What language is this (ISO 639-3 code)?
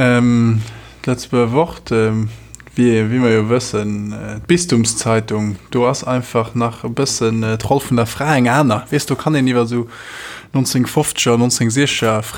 ltz